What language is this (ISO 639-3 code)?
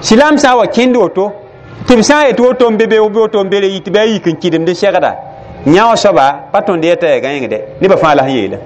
mos